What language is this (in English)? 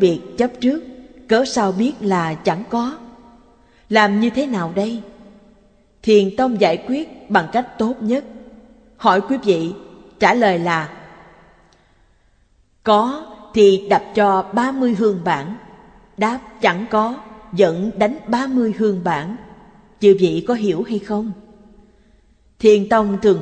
Vietnamese